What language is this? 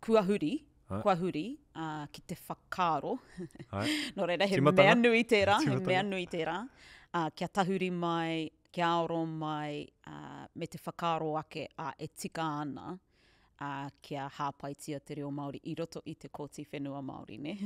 Māori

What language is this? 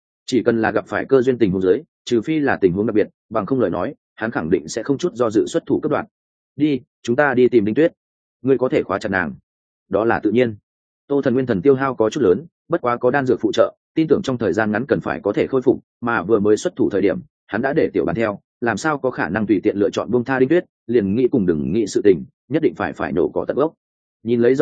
Vietnamese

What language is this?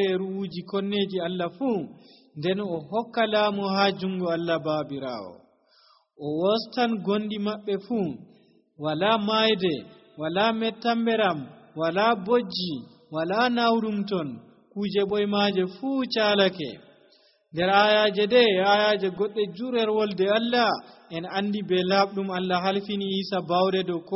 Nigerian Fulfulde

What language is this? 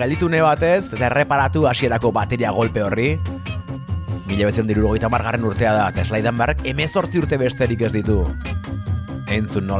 Basque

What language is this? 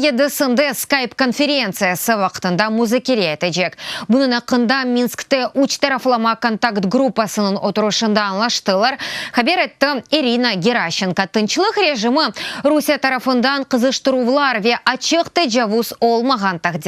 Crimean Tatar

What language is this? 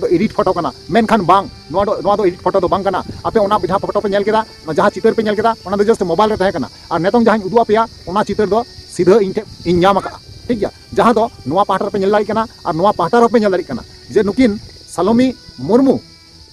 Santali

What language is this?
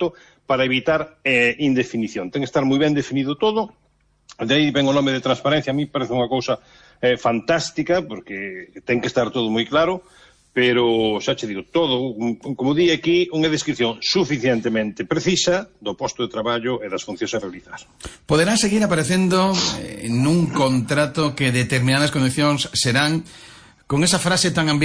Galician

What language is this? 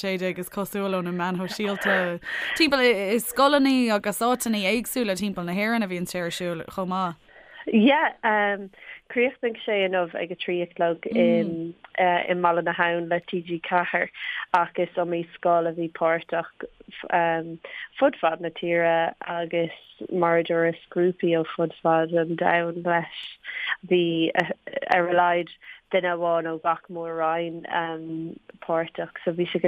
Irish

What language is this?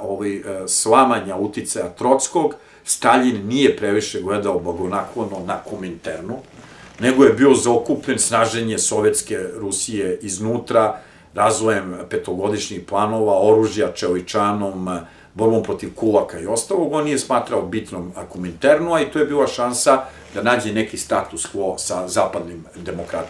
Serbian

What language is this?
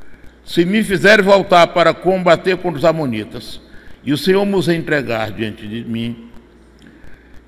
Portuguese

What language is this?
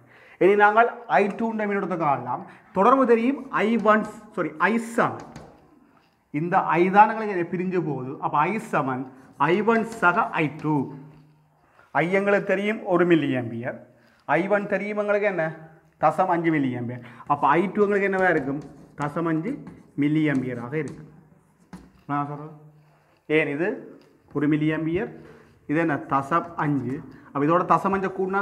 Tamil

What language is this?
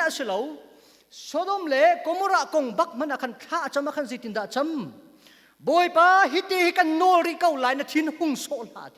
Hakha Chin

